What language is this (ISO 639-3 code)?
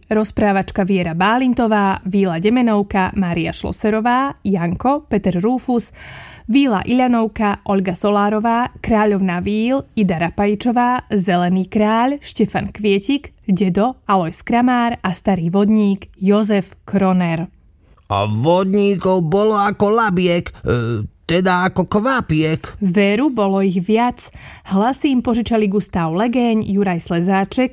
slk